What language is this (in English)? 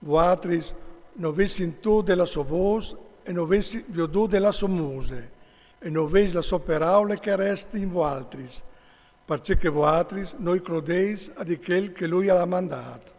Friulian